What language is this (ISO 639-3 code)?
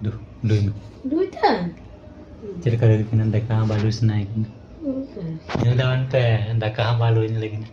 sat